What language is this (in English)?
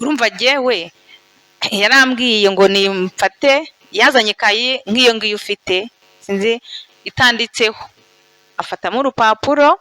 Kinyarwanda